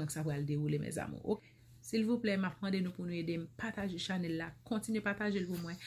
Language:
Haitian Creole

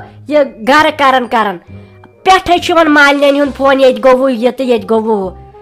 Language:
Kashmiri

